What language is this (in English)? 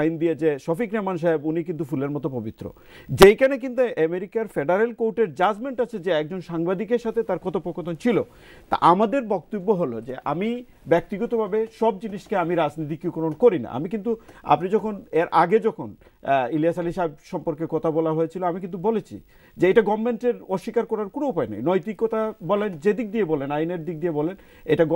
Bangla